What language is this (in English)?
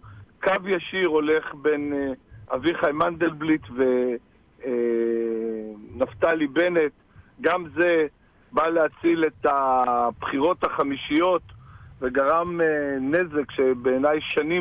Hebrew